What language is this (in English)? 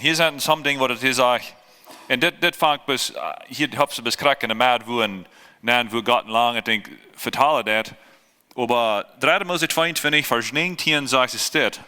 Plautdietsch